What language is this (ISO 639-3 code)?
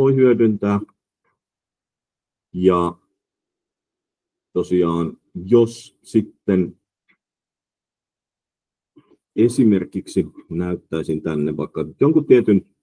fin